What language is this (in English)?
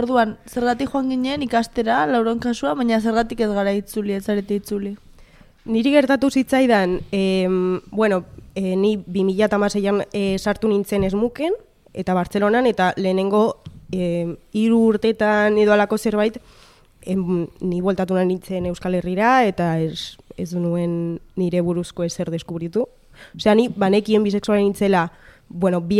Basque